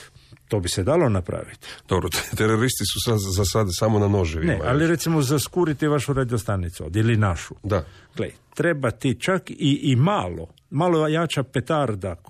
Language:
Croatian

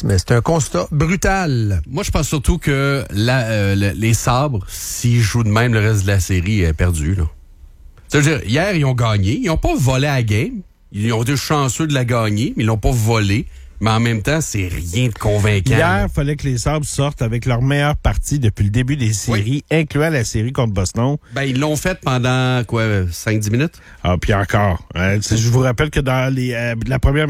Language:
French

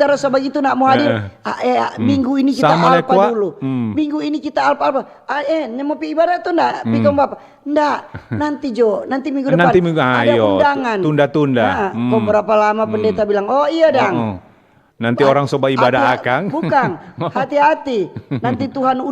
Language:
Manado Malay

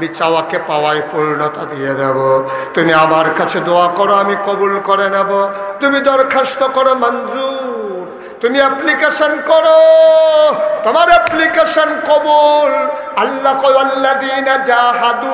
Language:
Bangla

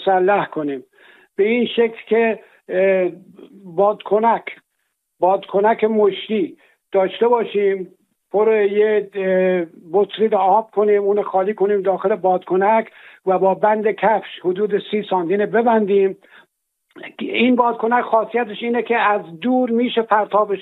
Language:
Persian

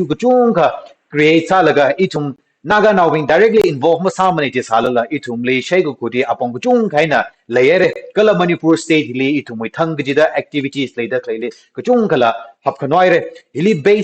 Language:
Tangkhul Naga (India)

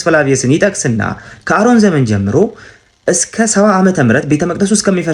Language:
Amharic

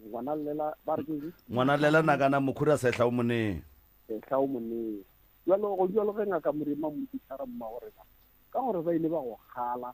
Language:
Northern Sotho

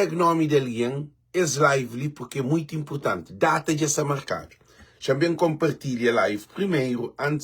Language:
Kabuverdianu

